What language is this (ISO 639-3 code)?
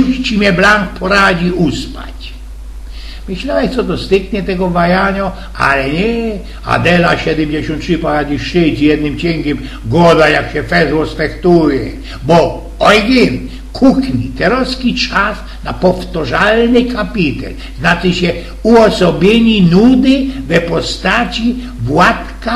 szl